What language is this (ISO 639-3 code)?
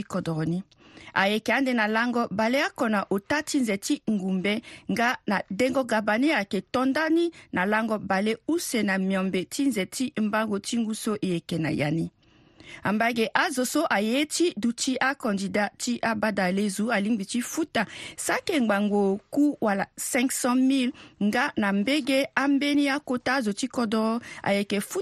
sag